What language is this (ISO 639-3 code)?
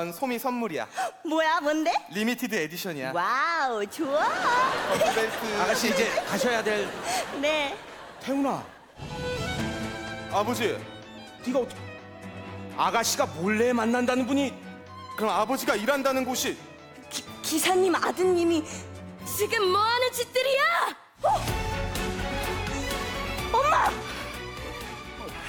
kor